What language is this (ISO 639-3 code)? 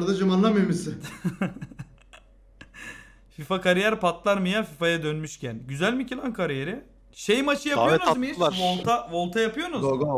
tur